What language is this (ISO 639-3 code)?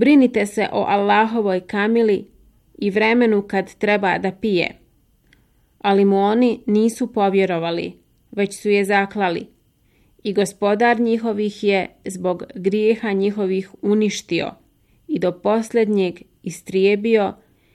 bos